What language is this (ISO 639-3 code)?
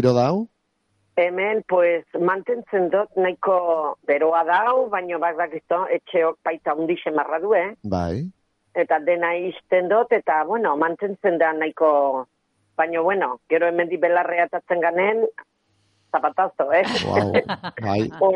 eus